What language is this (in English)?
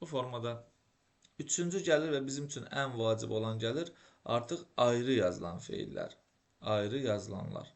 Azerbaijani